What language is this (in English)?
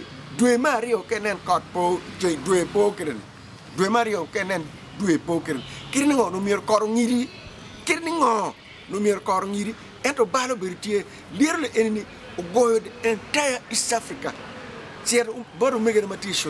Acoli